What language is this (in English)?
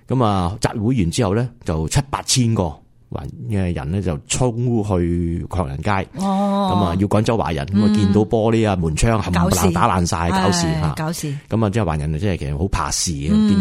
Cantonese